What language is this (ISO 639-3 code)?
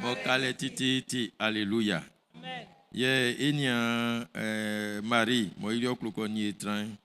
bci